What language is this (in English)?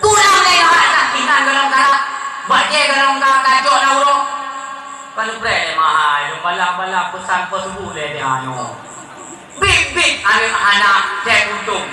Achinese